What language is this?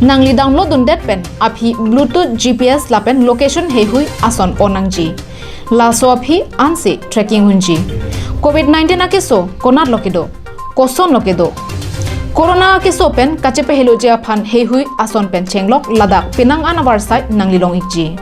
Karbi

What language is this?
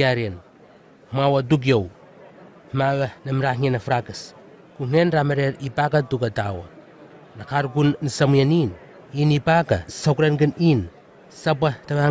Southwest Tanna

